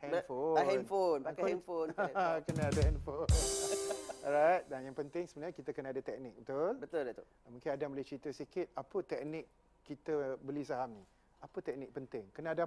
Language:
Malay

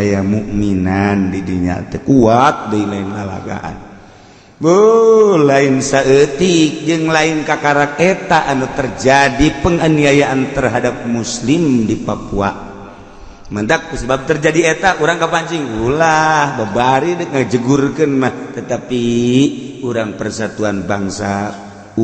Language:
Sundanese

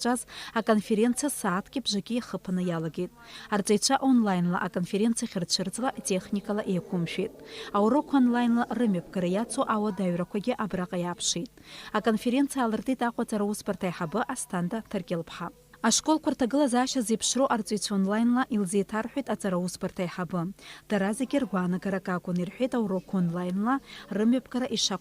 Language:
Abkhazian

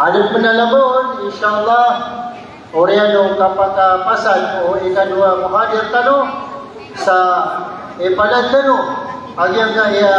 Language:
Maranao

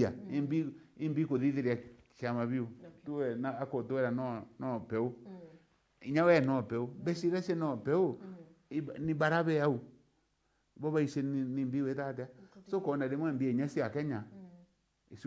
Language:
Meru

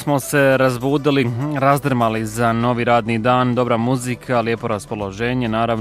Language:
Bosnian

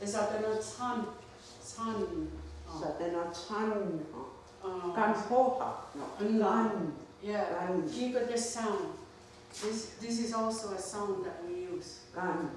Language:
Mohawk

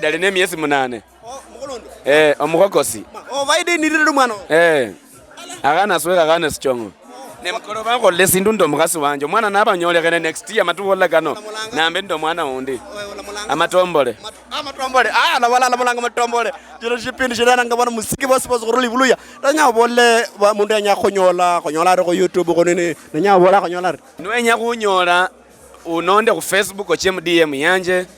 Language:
Luyia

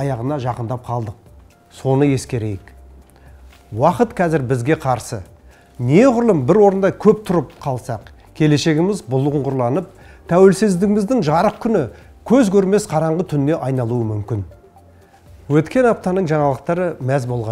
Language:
Kazakh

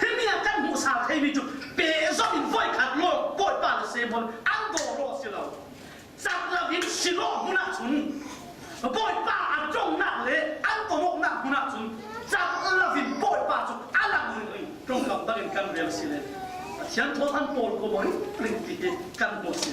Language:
Falam Chin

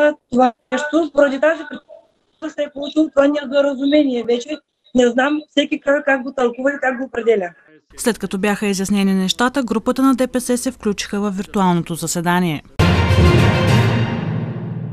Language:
Bulgarian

